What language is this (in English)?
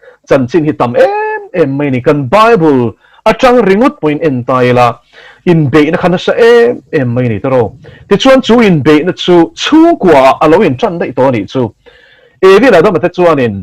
Mizo